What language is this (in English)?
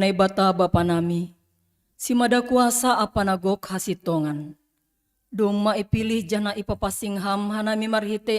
Batak Simalungun